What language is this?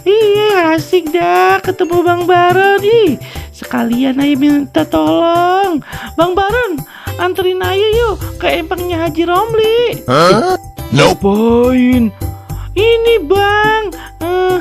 Betawi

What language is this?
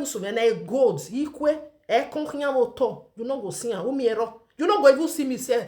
Nigerian Pidgin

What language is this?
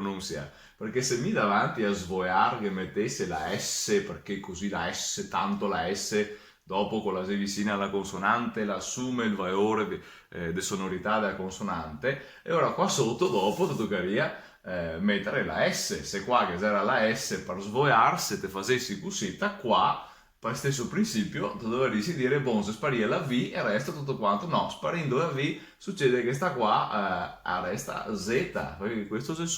Venetian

